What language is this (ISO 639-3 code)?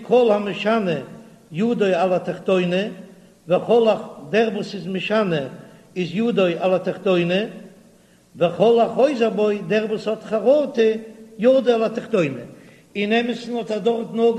yid